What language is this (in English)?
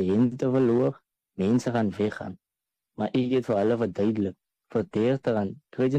Afrikaans